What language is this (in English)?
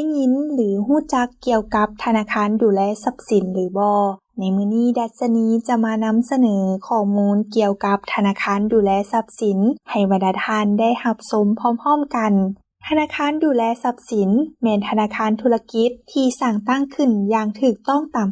Lao